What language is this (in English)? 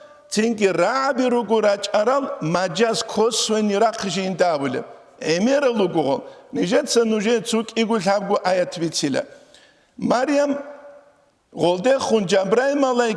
Avaric